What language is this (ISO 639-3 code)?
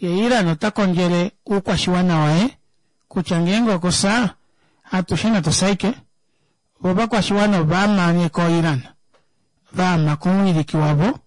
kua